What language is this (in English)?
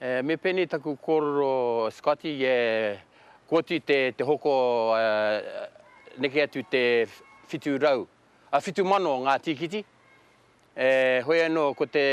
Māori